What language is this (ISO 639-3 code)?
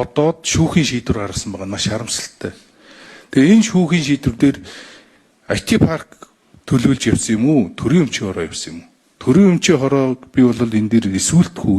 mon